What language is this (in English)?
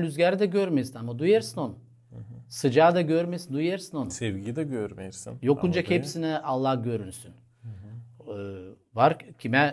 Gagauz